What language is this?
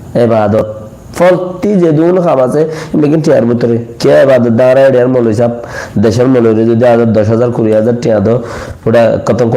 Rohingya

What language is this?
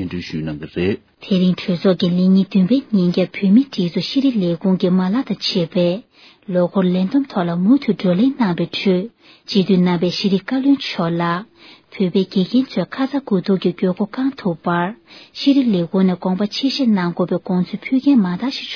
Tibetan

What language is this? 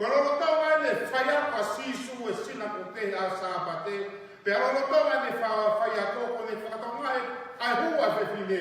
Tongan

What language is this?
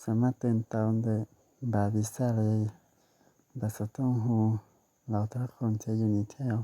Hmong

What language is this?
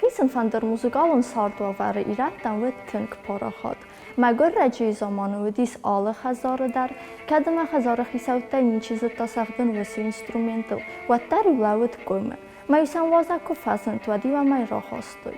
Ossetic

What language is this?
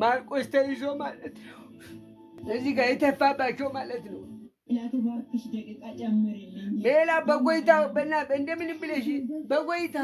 Amharic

